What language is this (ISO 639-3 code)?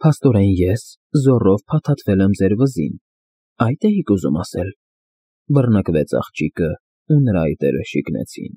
hye